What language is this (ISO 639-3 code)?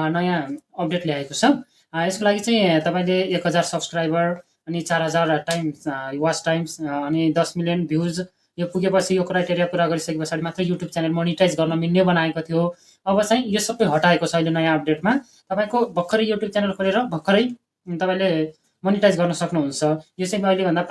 nep